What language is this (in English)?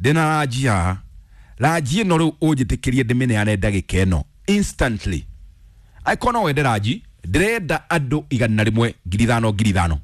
Kikuyu